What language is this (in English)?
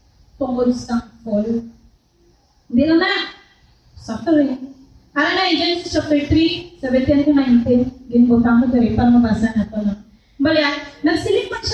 Hiligaynon